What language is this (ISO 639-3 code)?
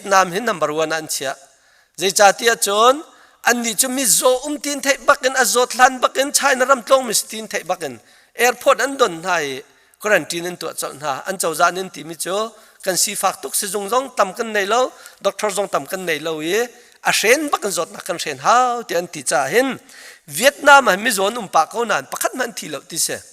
cnh